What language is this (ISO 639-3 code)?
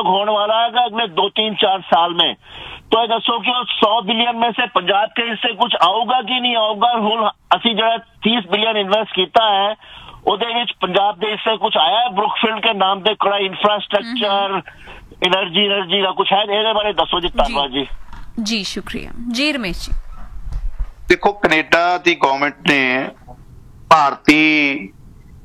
pan